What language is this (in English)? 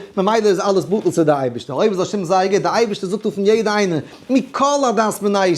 Yiddish